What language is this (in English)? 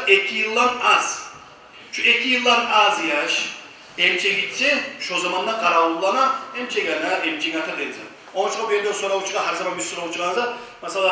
Kumyk